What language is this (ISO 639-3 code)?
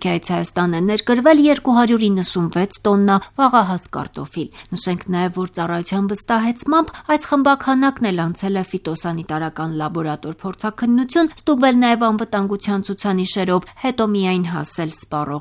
hye